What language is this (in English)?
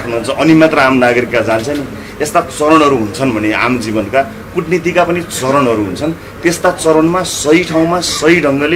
Nepali